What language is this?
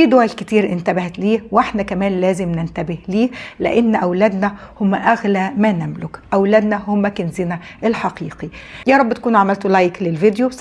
Egyptian Arabic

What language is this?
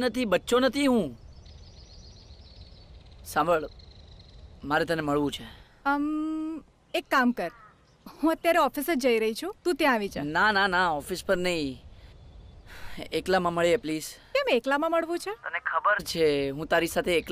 Gujarati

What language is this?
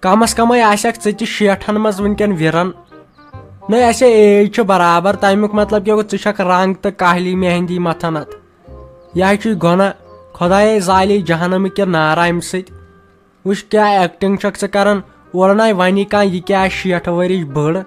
Kashmiri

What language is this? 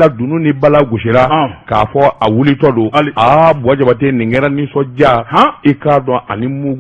Bambara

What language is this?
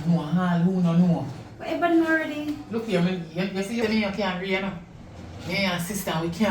Jamaican Creole English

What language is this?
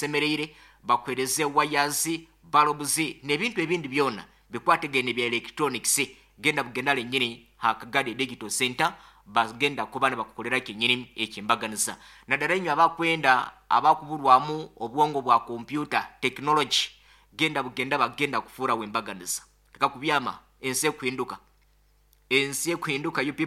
Nyoro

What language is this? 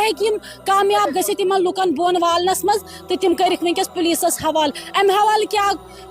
Kashmiri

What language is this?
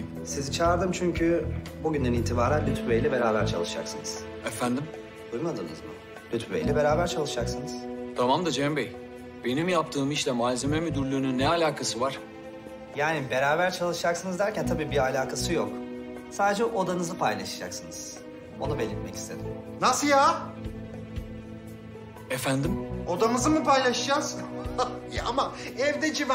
Turkish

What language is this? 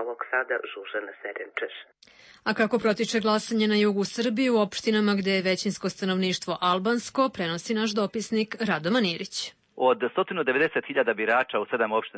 Serbian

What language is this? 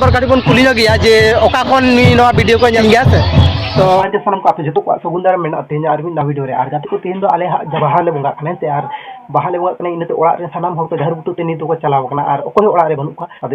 Santali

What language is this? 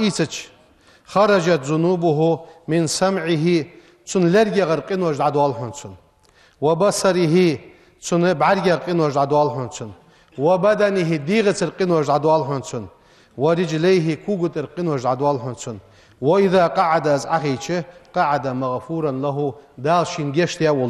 Ingush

